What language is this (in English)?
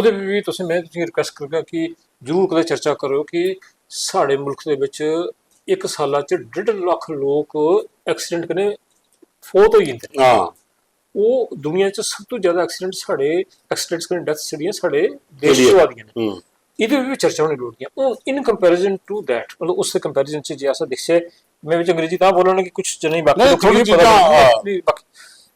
Dogri